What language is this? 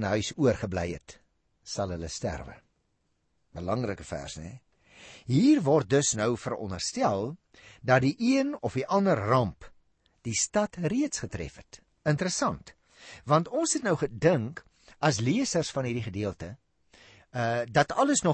Afrikaans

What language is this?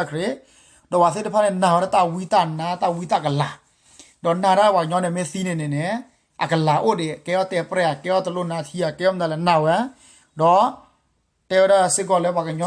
S'gaw Karen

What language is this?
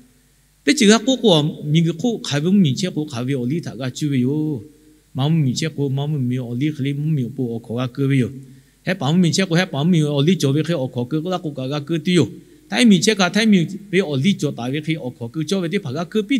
Lahu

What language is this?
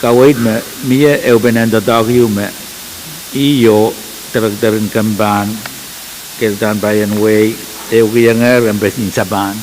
Pohnpeian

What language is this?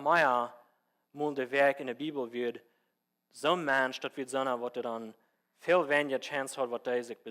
Plautdietsch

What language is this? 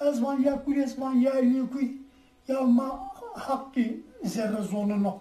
Zaza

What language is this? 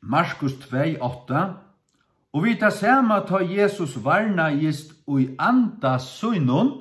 Faroese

